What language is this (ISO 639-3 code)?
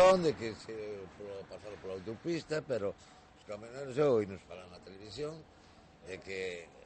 glg